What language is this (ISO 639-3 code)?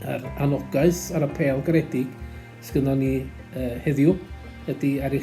cym